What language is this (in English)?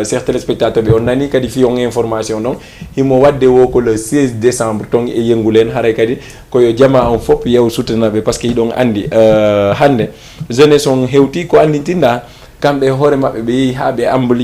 Fula